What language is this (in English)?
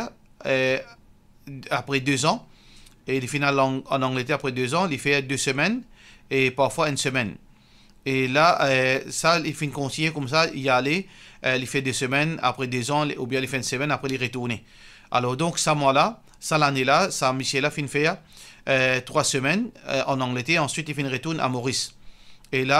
Morisyen